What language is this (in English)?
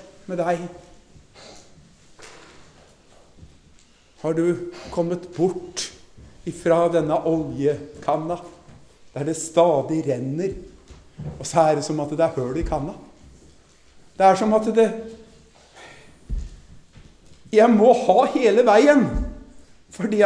Norwegian